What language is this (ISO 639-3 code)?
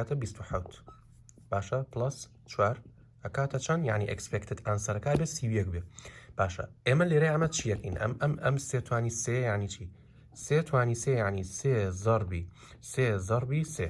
ckb